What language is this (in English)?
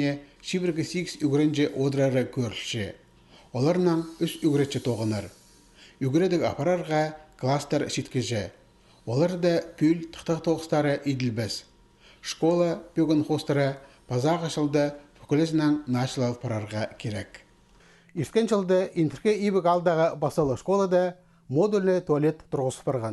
Khakas